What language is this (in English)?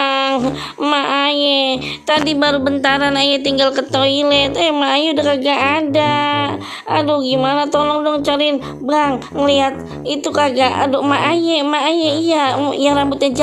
Betawi